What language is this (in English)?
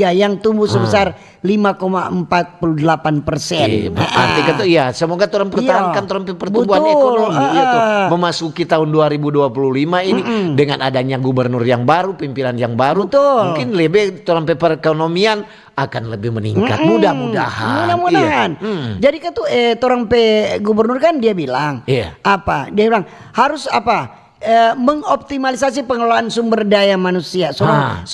Manado Malay